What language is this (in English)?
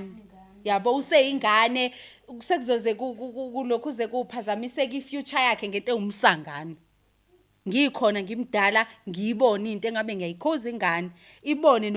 Zulu